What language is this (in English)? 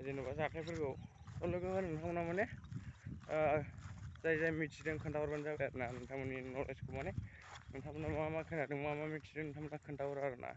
Bodo